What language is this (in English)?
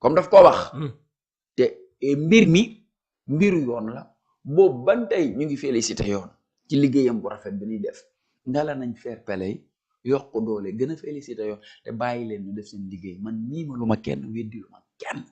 Wolof